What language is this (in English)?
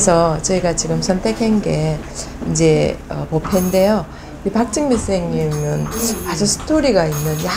Korean